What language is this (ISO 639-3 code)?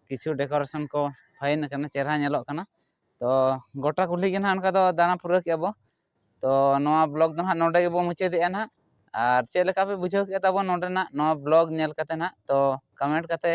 sat